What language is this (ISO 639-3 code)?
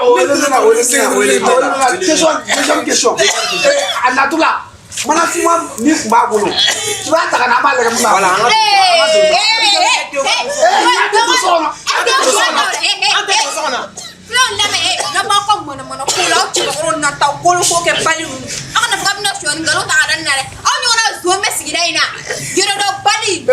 bam